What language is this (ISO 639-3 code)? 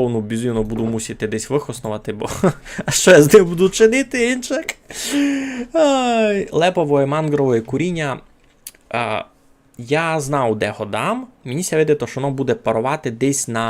rue